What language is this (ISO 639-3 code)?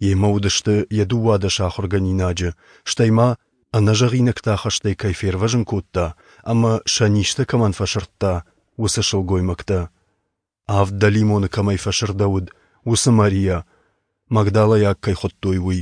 oss